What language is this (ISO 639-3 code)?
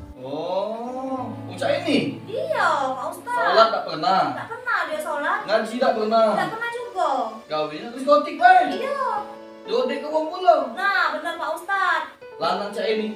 mui